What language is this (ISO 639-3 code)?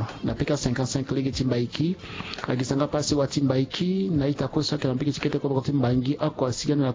sag